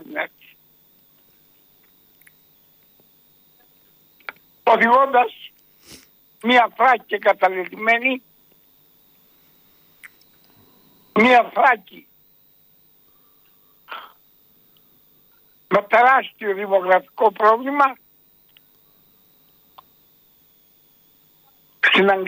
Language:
Greek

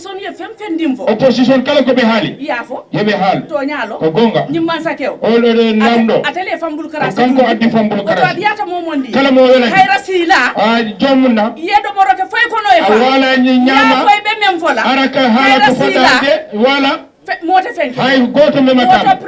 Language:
Fula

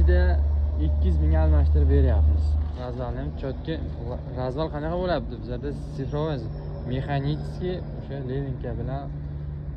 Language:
Uzbek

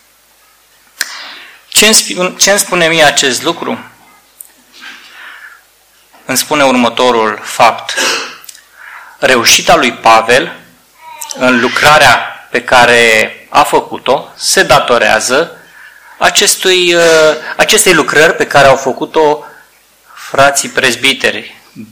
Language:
Romanian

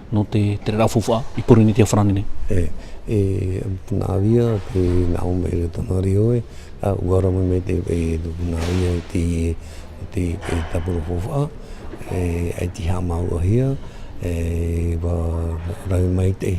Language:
Tahitian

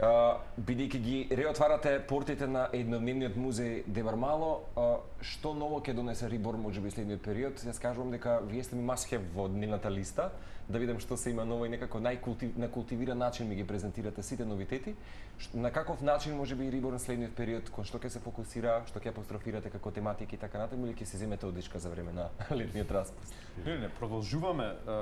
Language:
Macedonian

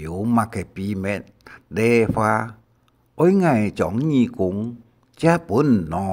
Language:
Hakka Chinese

